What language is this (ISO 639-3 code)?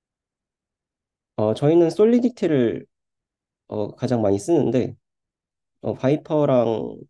kor